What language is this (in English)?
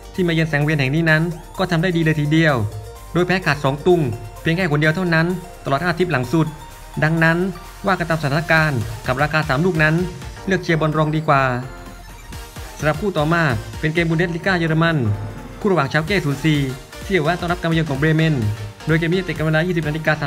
Thai